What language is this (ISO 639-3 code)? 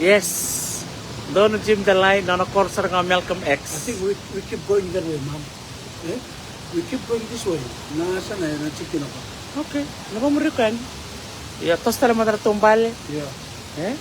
fij